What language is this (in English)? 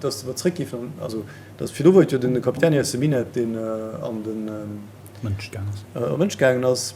Luxembourgish